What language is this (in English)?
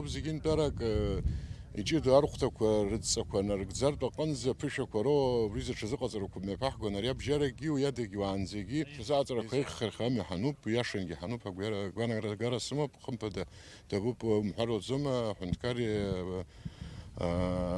Abkhazian